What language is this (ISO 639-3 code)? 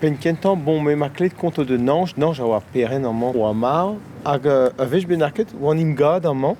bre